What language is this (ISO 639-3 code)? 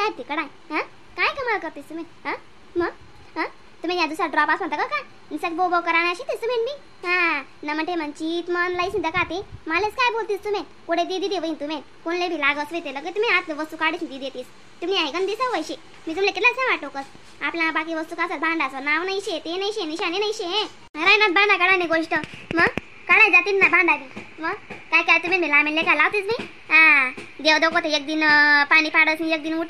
khn